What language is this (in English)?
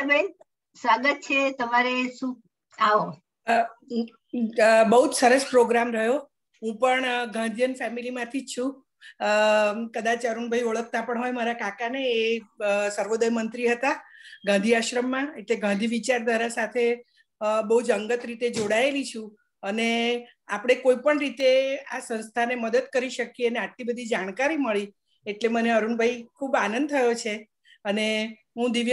Gujarati